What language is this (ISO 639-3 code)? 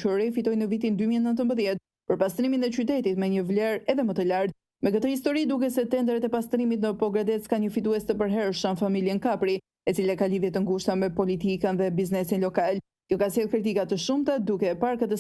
sqi